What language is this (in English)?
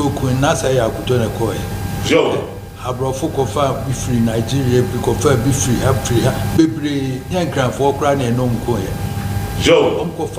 Akan